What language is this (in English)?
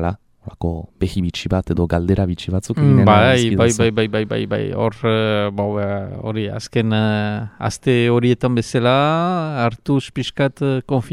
Basque